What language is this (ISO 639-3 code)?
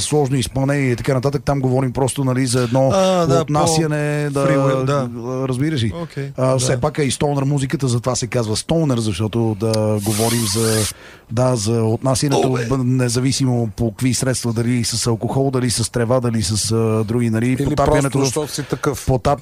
bul